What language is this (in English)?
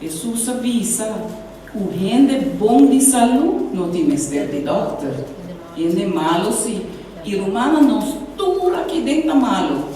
Papiamento